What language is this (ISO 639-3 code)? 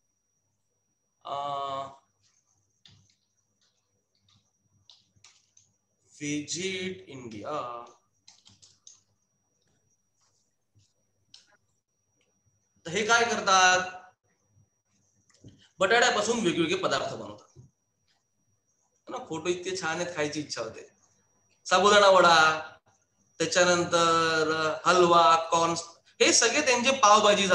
mar